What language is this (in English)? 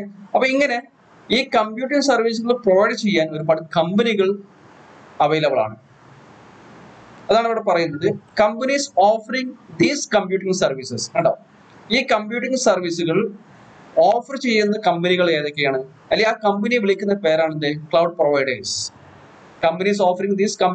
Malayalam